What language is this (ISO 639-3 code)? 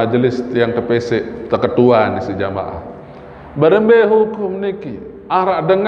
sas